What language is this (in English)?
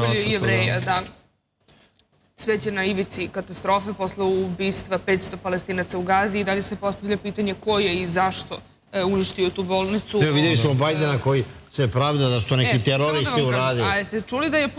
Serbian